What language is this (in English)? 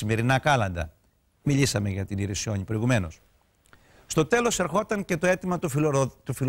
Greek